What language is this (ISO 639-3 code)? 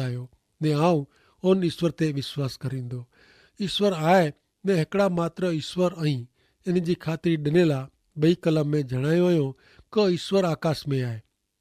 kfr